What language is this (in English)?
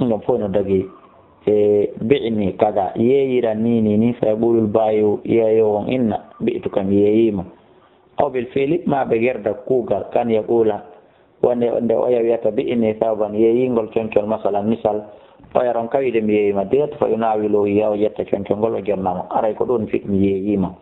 Fula